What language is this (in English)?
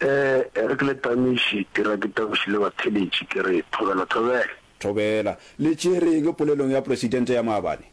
Northern Sotho